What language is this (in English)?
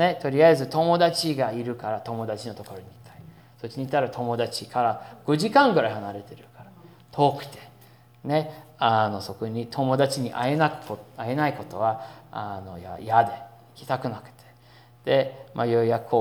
Japanese